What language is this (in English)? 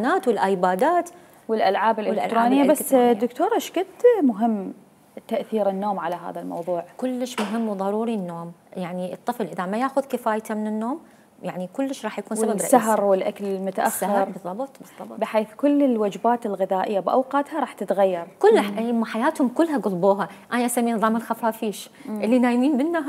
Mesopotamian Arabic